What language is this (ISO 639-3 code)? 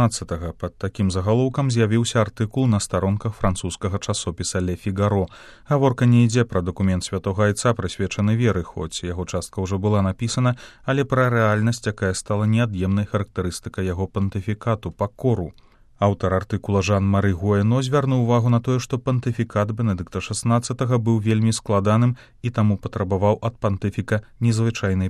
bel